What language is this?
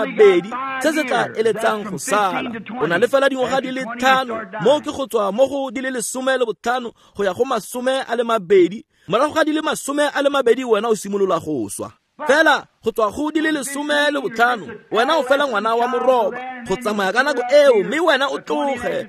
Tswana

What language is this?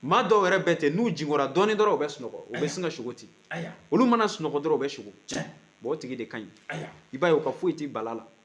Bambara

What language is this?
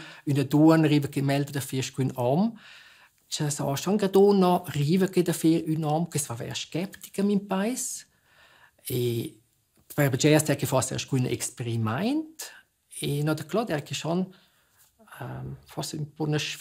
Romansh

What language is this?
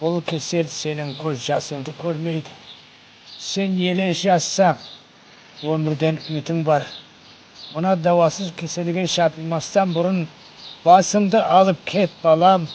Kara-Kalpak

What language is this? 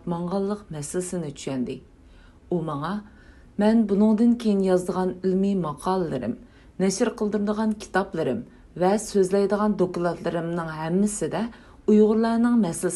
Uyghur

